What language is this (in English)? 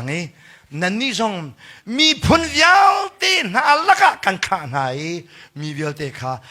Hakha Chin